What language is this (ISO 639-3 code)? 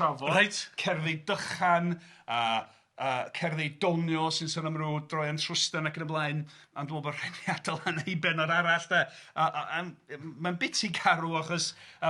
cym